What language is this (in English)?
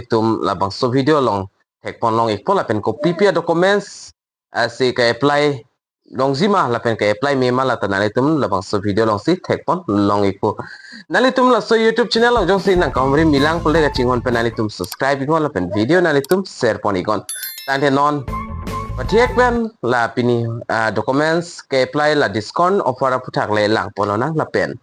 Karbi